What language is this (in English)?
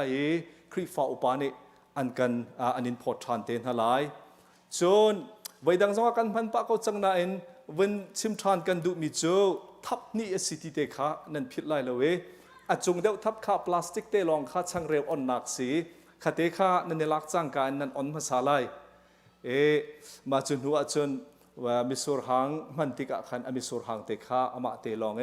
Hakha Chin